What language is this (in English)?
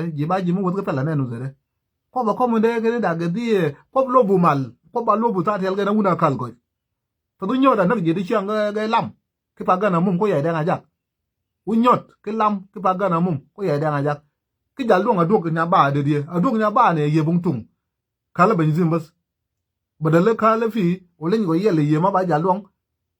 Nuer